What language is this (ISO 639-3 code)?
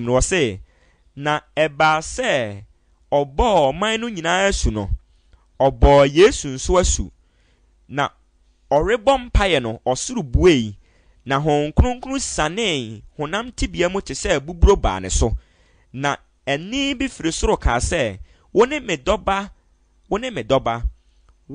aka